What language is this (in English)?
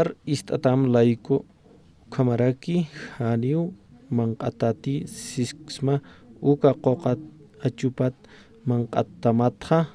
Aymara